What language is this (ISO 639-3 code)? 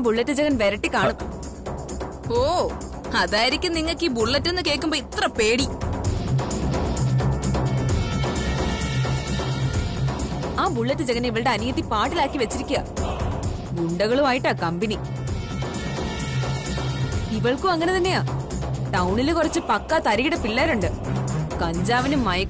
mal